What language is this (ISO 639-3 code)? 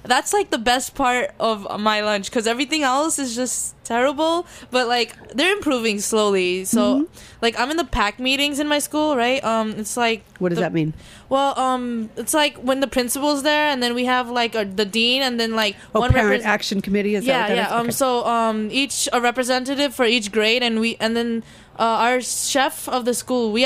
eng